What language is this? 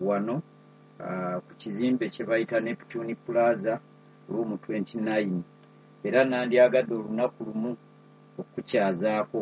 Ganda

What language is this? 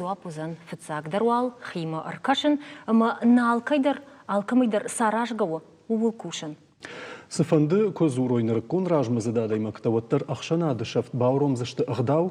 Ossetic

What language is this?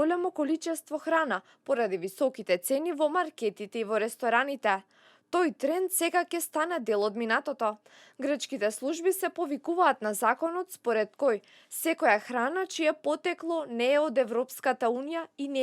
Macedonian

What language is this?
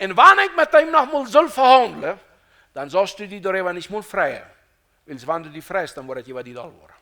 Plautdietsch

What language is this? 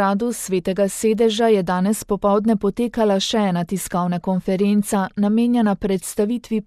Slovenian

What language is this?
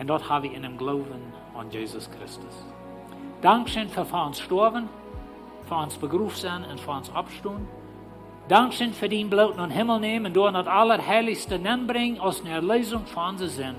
Plautdietsch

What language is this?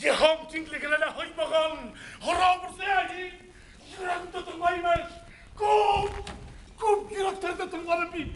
Bashkir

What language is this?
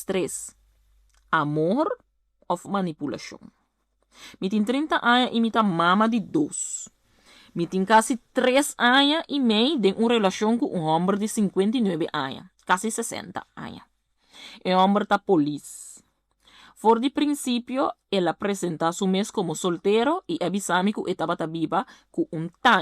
Papiamento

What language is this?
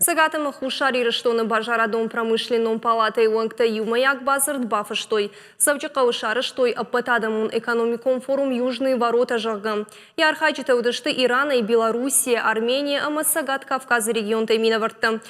Ossetic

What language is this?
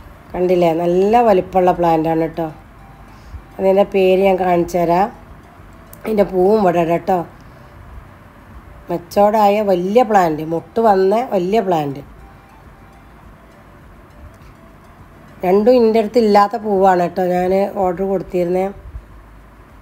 Malayalam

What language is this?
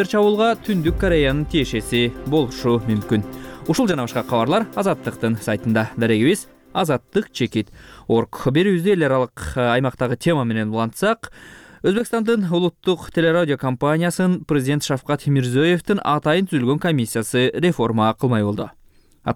Kyrgyz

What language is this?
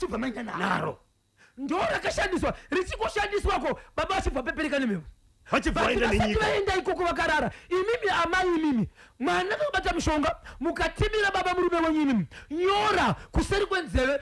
Shona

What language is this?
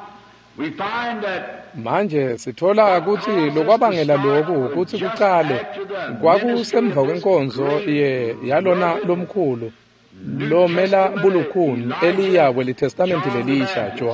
Swati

